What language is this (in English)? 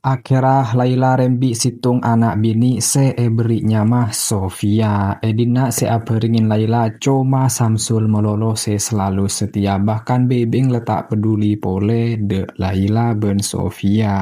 Madurese